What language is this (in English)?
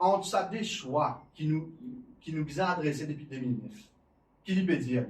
Morisyen